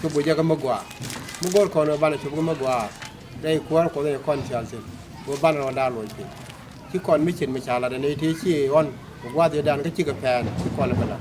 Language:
Nuer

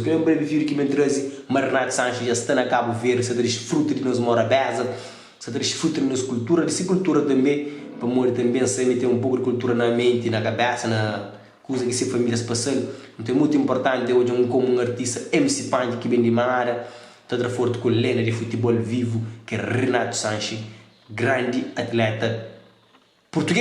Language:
Kabuverdianu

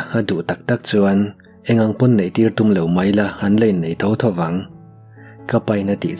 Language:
Mizo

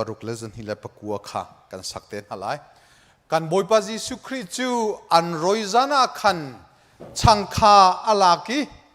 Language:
Hakha Chin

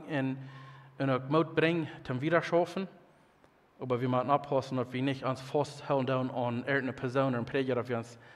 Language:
Plautdietsch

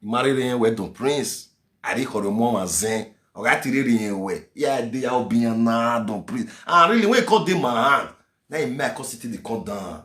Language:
Nigerian Pidgin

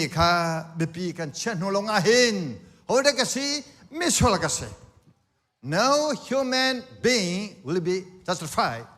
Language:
Hakha Chin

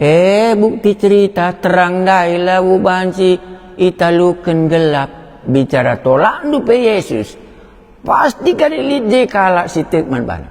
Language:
Batak Karo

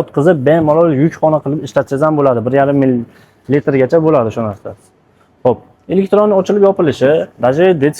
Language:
Uzbek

